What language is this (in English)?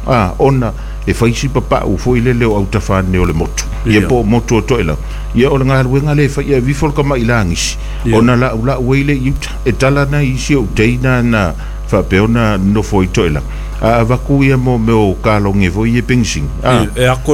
Samoan